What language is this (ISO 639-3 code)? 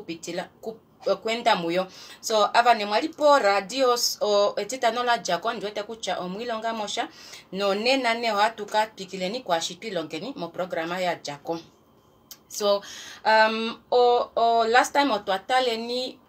kua